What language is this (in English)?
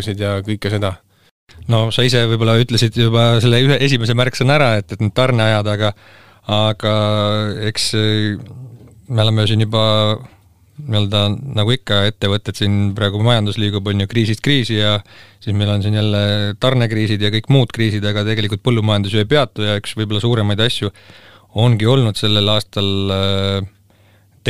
Estonian